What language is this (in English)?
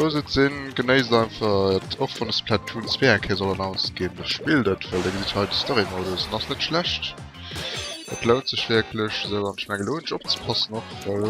Luxembourgish